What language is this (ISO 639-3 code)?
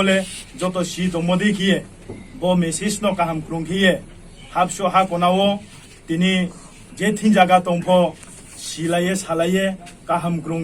ria